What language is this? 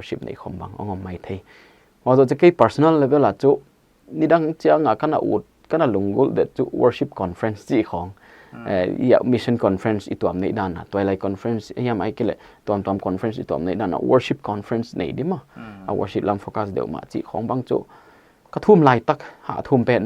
Paite Chin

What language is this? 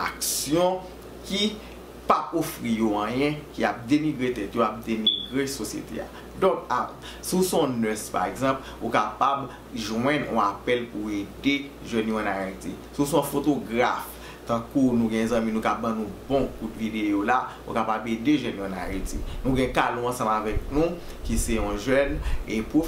Haitian Creole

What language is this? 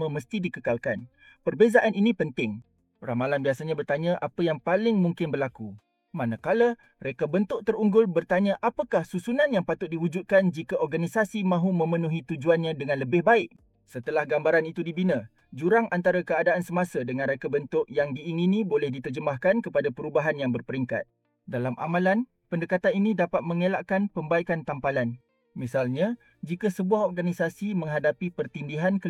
Malay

